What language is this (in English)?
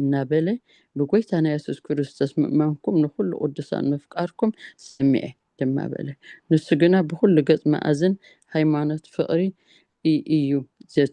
Tigrinya